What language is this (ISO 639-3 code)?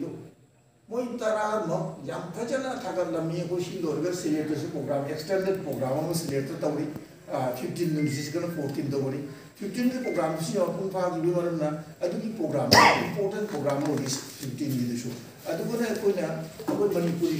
mni